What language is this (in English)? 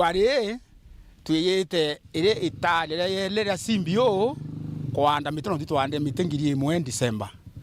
Meru